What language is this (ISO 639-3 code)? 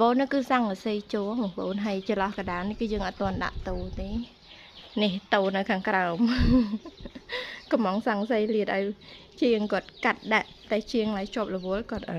khm